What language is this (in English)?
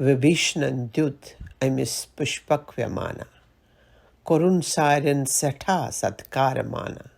Kashmiri